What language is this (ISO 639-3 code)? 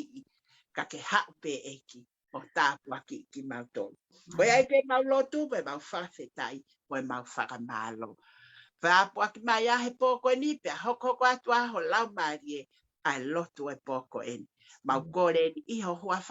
ton